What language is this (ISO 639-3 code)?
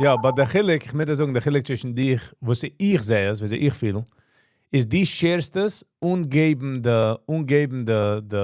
yid